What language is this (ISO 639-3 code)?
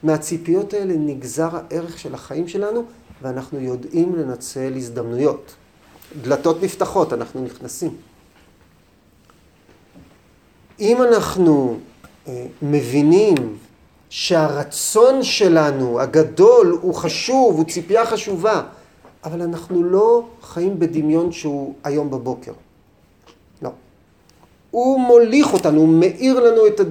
heb